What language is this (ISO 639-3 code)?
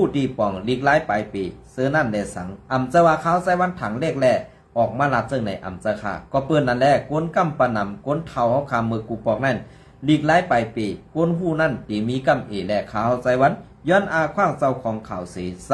shn